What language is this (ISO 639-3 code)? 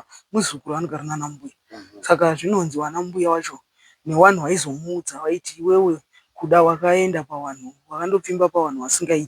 sna